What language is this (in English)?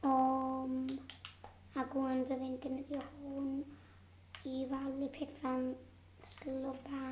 Welsh